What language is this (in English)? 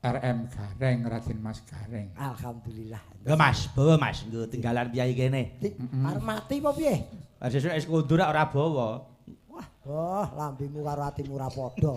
Javanese